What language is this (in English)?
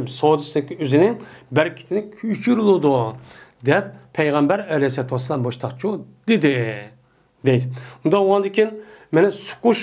Uyghur